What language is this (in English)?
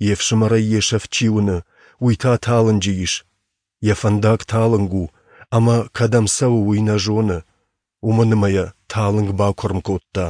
Ossetic